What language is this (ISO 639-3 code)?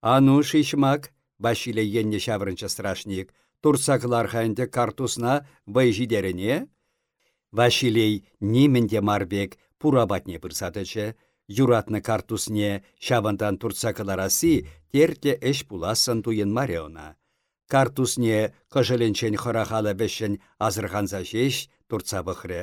chv